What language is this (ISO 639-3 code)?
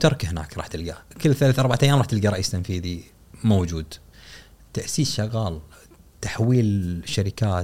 afb